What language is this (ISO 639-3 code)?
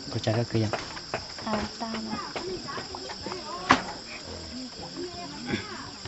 hmn